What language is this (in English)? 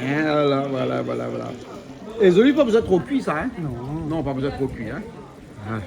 Réunion Creole French